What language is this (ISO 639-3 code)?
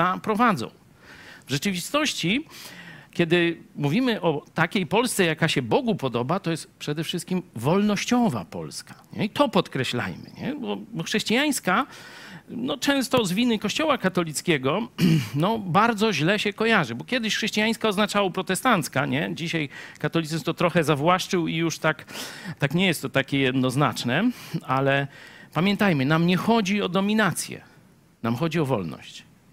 pol